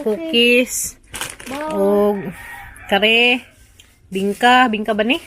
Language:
Cebuano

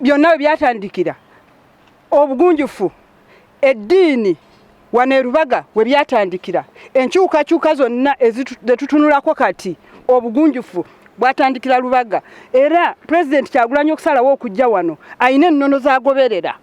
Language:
Ganda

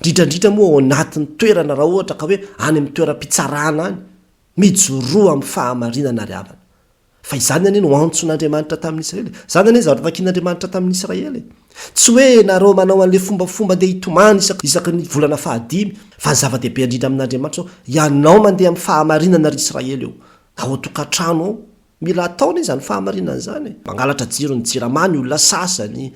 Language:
Malagasy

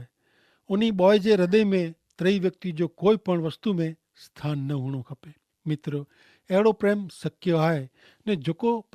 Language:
Kachhi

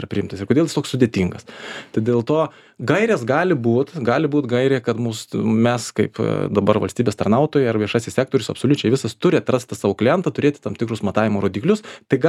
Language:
Lithuanian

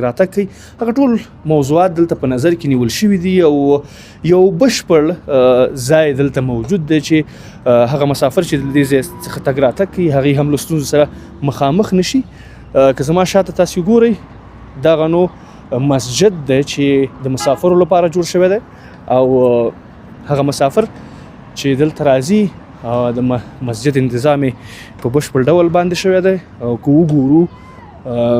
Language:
Pashto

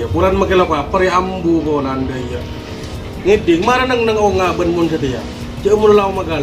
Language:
Madurese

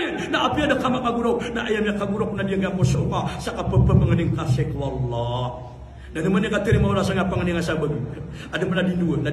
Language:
Maranao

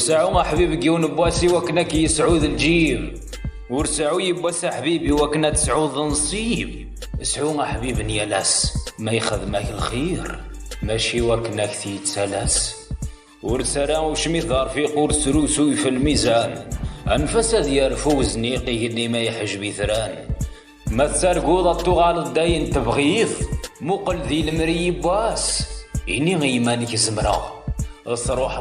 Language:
Kabyle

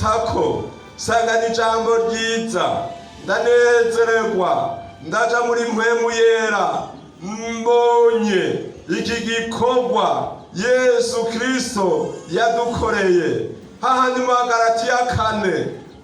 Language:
Rundi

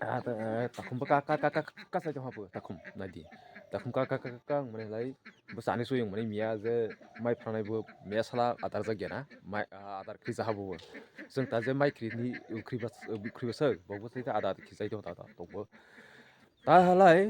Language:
Kok Borok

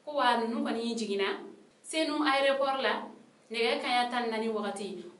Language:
Bambara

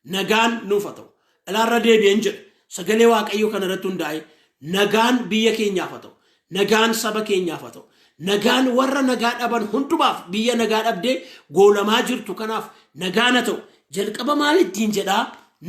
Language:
Oromo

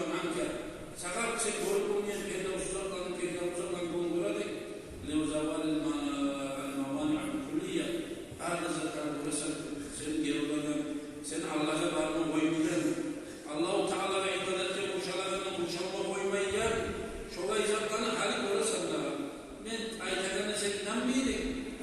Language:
Kumyk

